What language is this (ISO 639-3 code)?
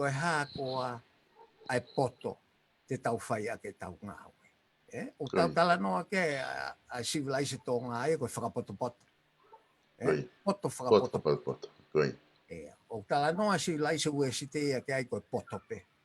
ton